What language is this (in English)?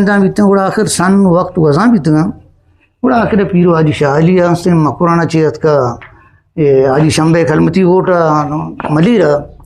Eastern Balochi